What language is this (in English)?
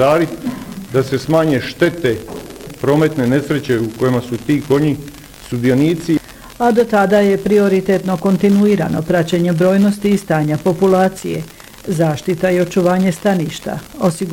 Bosnian